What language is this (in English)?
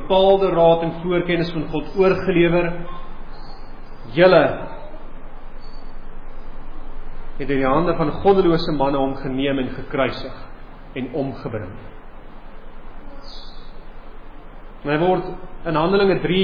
Afrikaans